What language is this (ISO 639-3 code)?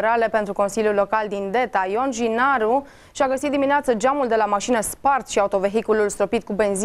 ron